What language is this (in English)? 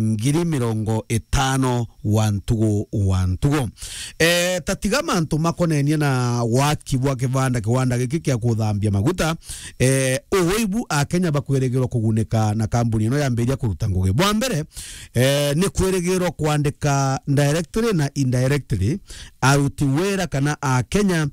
Meru